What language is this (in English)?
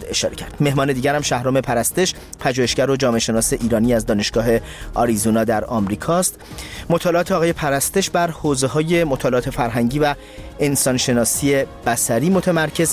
Persian